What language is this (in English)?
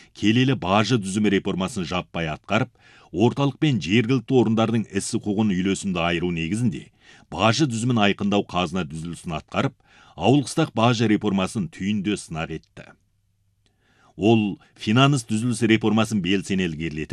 Kazakh